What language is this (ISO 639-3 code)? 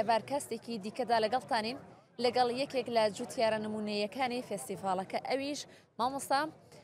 ckb